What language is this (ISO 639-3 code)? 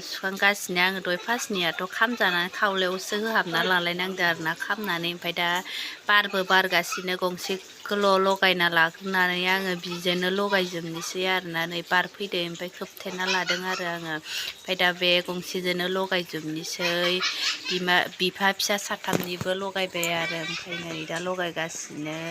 brx